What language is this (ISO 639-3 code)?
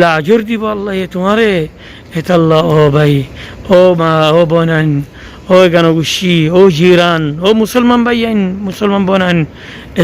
rhg